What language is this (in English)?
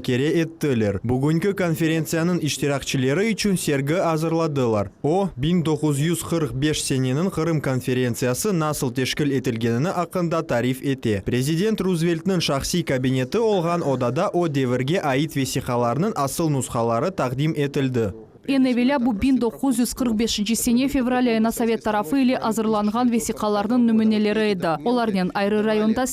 Crimean Tatar